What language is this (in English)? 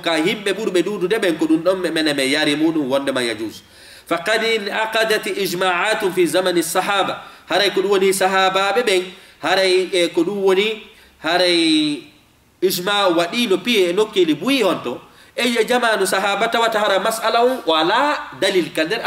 Fula